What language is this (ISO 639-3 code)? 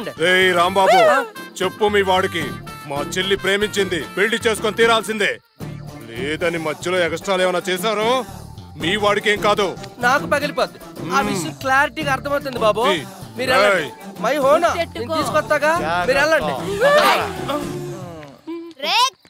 tel